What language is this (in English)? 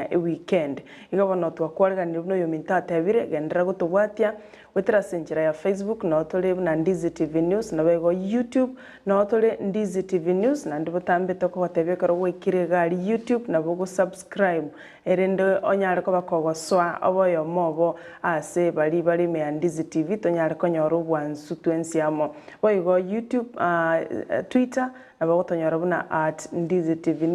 Gusii